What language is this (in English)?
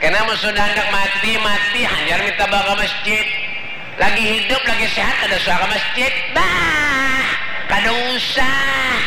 Banjar